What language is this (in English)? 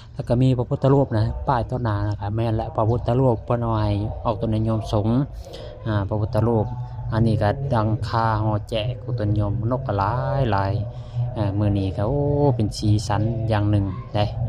Lao